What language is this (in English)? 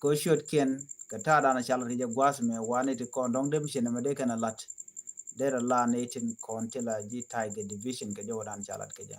Nuer